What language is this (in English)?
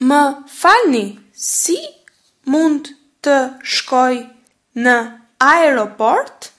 Albanian